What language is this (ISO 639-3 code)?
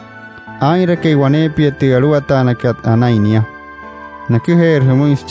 guc